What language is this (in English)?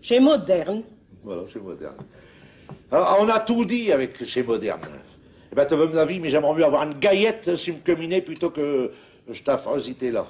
Picard